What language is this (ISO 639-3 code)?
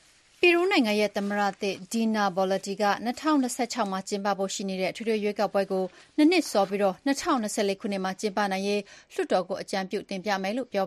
mya